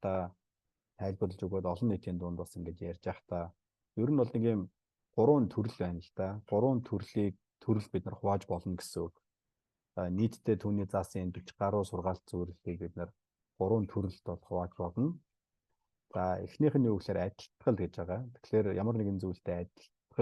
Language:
Mongolian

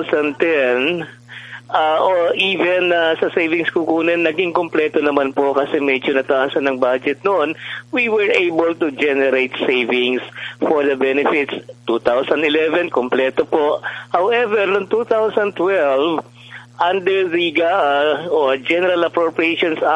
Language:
Filipino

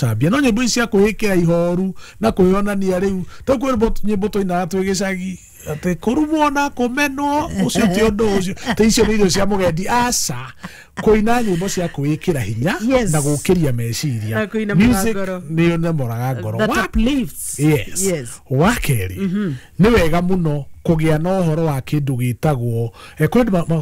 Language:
Kikuyu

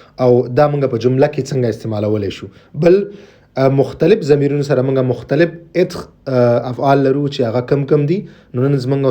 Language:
Pashto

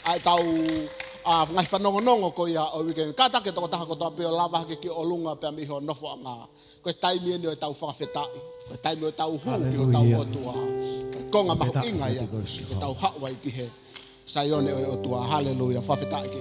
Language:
Tongan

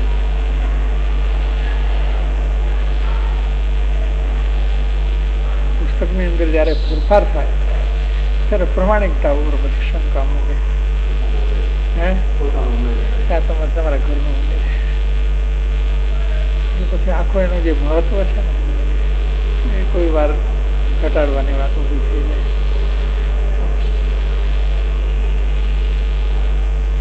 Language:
Gujarati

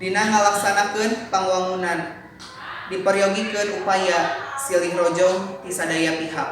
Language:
Sundanese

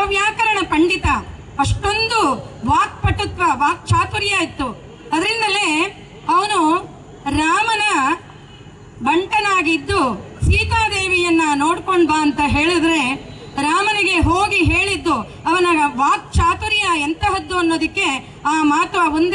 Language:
Kannada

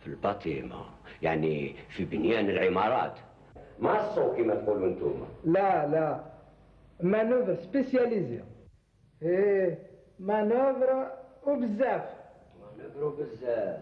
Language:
Algerian Arabic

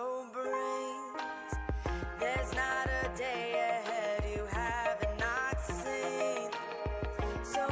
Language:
Tongan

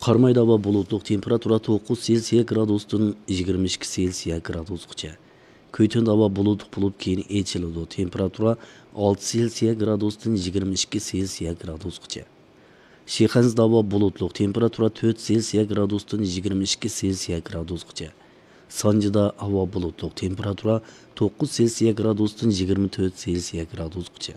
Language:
Uyghur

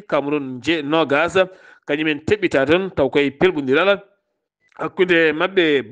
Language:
Fula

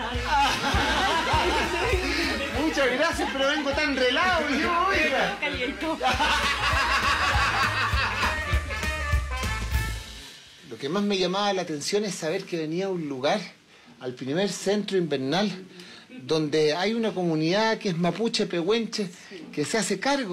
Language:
Spanish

